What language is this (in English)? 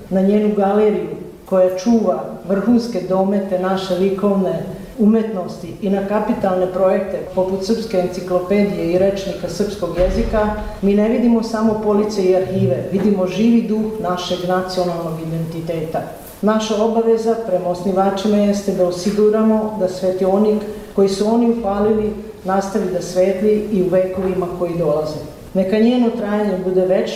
Serbian